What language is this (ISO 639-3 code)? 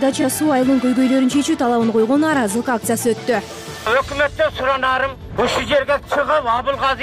kir